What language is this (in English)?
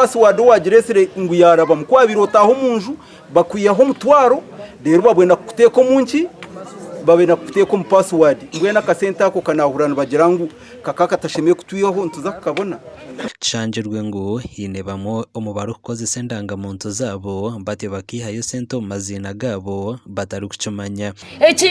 Nyankole